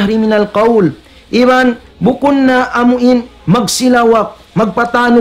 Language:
Tausug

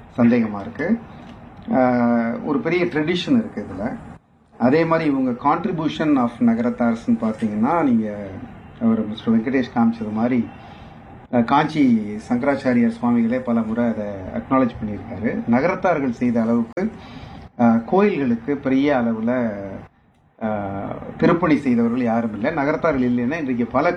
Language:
Tamil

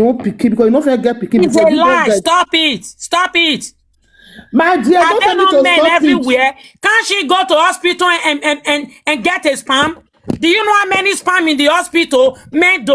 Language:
Nigerian Pidgin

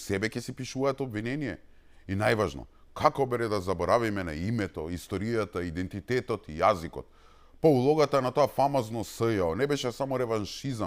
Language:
Macedonian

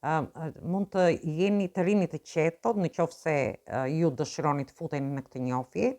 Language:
Albanian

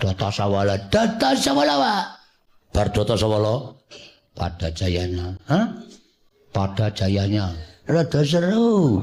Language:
Javanese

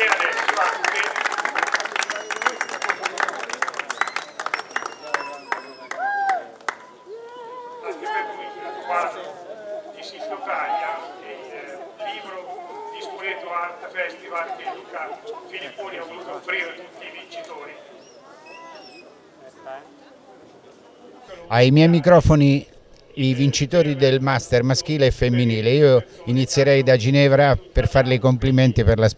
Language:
Italian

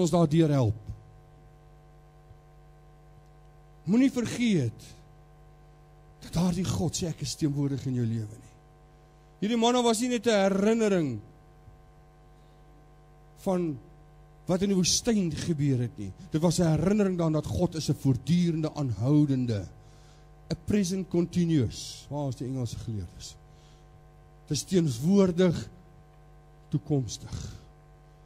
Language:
Afrikaans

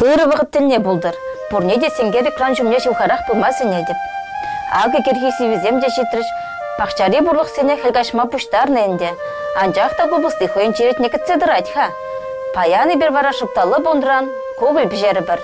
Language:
Chuvash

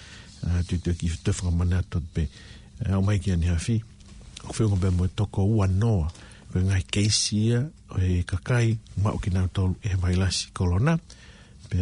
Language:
Tongan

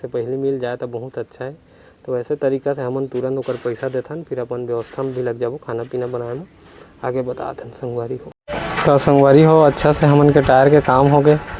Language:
Chhattisgarhi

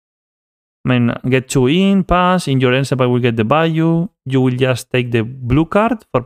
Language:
English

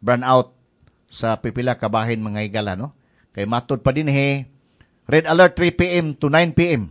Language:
Cebuano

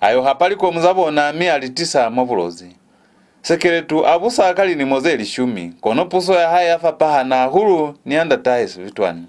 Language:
Lozi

